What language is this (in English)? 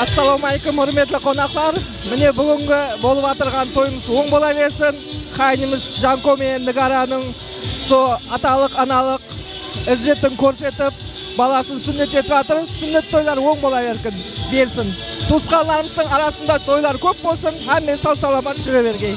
Kara-Kalpak